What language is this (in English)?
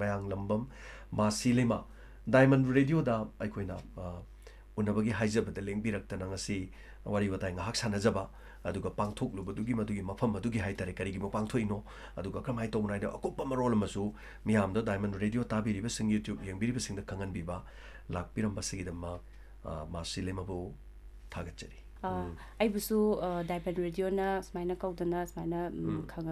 Manipuri